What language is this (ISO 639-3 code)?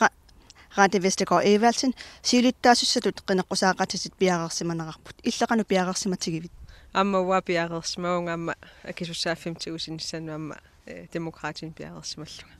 kal